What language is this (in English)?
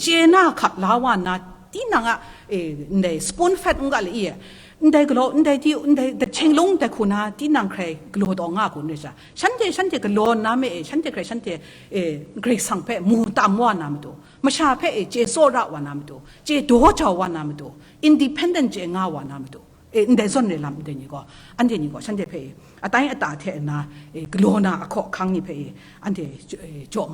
Kachin